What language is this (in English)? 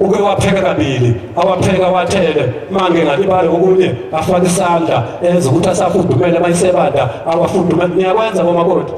Zulu